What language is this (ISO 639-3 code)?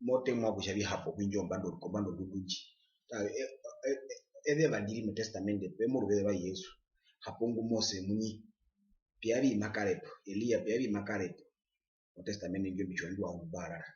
her